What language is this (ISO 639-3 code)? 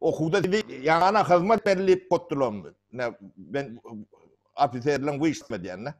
tuk